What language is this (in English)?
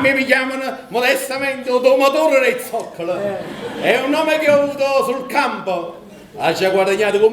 Neapolitan